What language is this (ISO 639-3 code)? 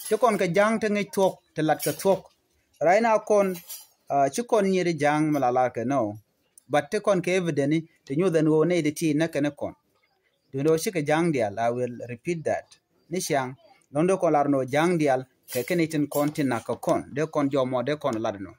nus